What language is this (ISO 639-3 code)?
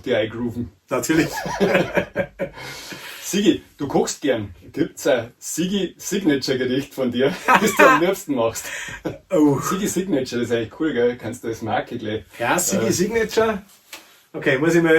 bar